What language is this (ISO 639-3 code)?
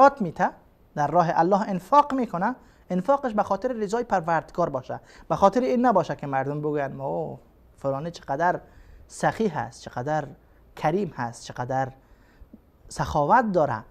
fas